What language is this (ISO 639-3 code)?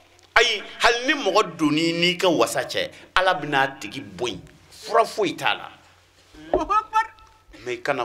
bam